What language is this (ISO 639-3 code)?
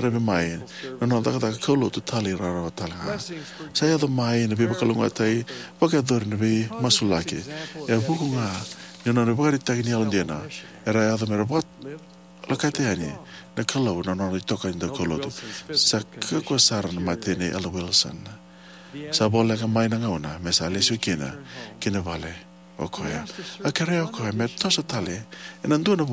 fij